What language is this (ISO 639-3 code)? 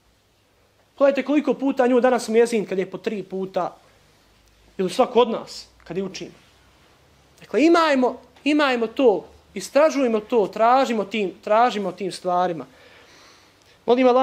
bos